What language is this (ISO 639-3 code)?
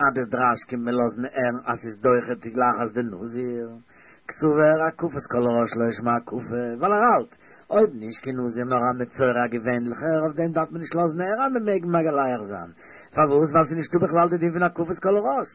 yid